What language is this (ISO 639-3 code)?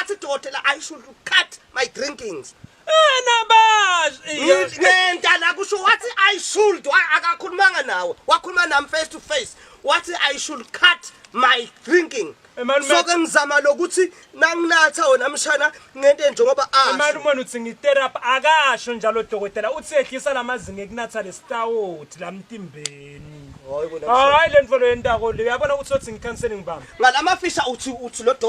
zul